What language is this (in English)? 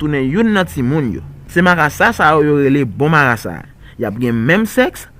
Haitian Creole